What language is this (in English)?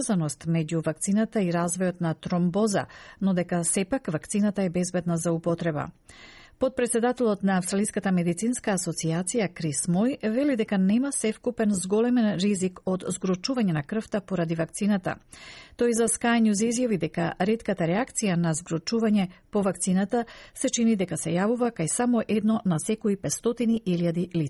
Macedonian